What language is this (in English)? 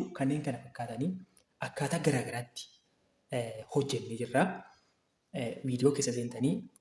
Oromo